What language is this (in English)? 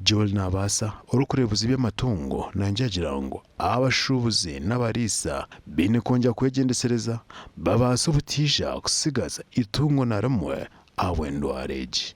Nyankole